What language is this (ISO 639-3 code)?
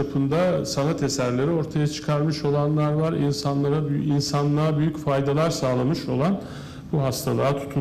tur